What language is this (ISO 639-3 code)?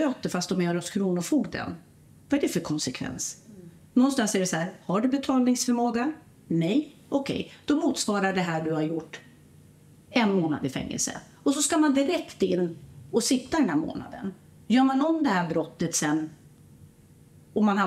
swe